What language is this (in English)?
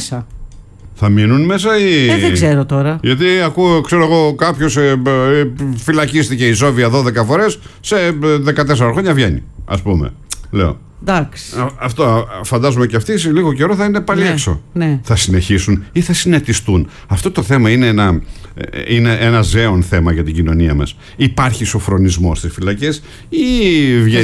Greek